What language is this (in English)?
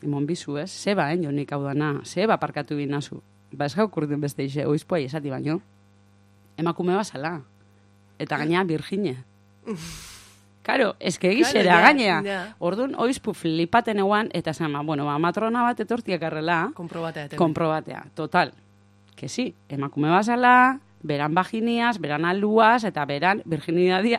Basque